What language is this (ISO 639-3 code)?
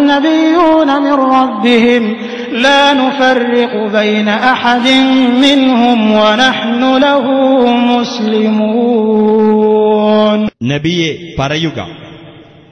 mal